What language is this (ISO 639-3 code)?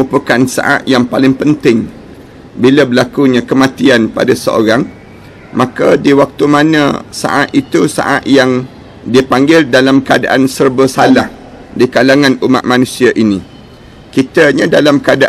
msa